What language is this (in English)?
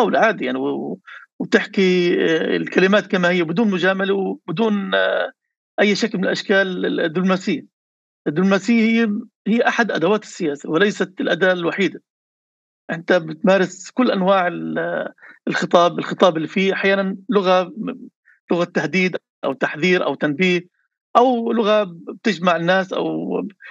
North Levantine Arabic